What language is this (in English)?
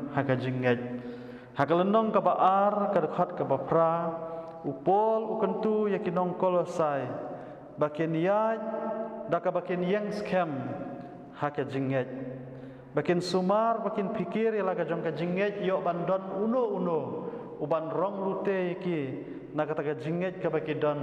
Khasi